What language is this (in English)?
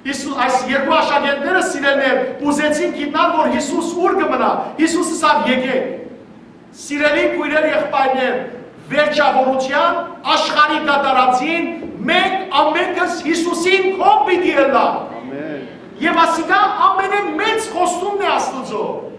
Western Armenian